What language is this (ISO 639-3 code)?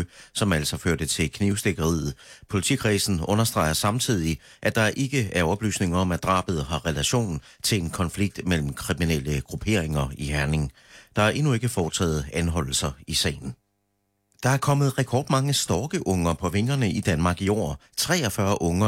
dan